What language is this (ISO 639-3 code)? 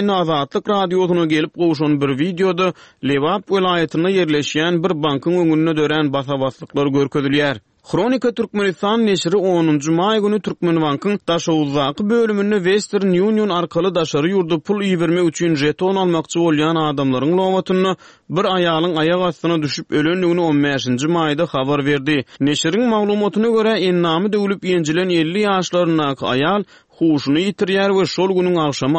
tuk